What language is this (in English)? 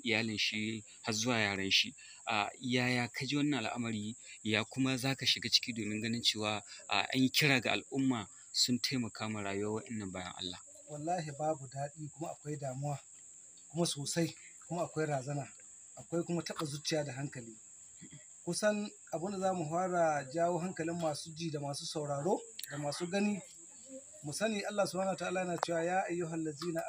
Hausa